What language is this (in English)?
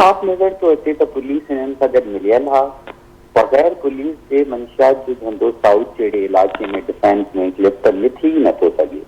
Sindhi